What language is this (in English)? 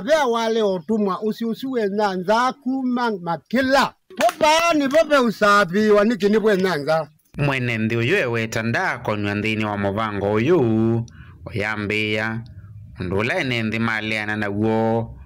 Kamba